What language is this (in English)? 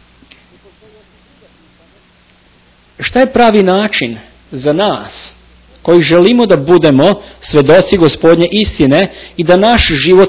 Serbian